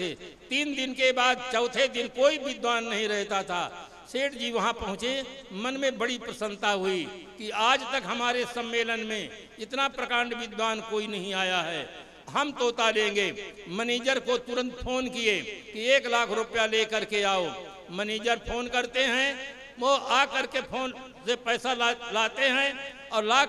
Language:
Hindi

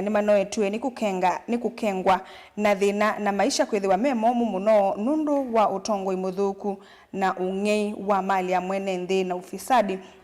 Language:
Kamba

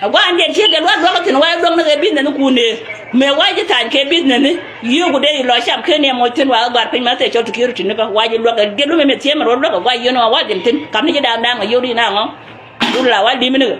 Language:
Nuer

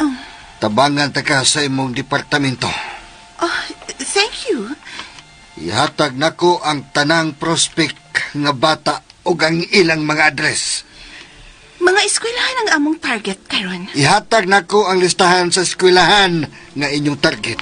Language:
Cebuano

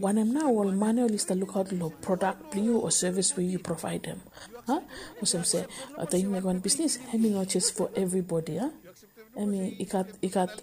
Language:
Bislama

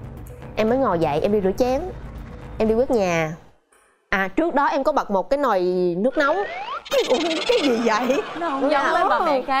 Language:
Vietnamese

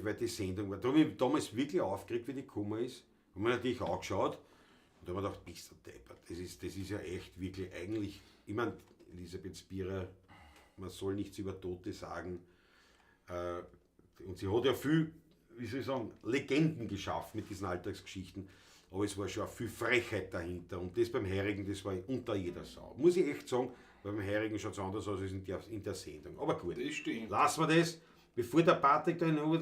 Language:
Bavarian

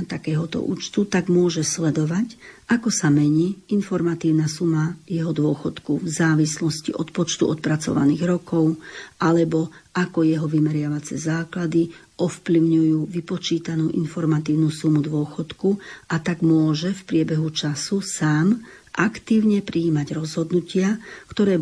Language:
Slovak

